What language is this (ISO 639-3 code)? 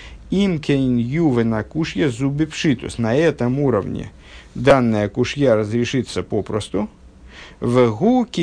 rus